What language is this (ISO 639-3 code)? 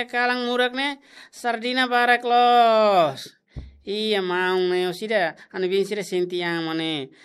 tet